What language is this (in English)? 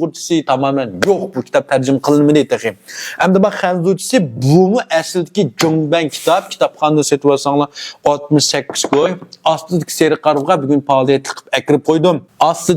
Uyghur